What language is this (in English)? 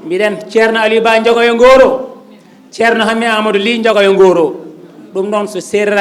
Fula